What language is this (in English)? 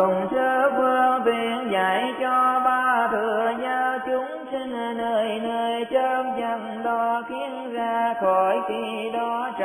Vietnamese